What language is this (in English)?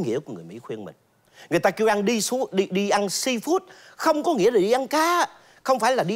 Vietnamese